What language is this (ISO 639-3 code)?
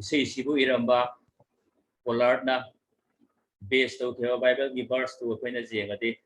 mni